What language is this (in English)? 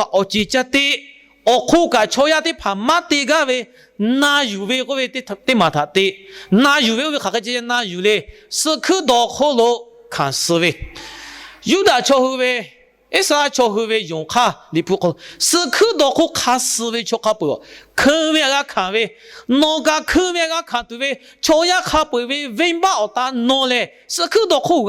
Lahu